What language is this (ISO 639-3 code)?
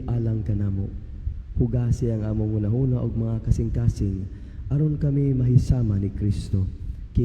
ceb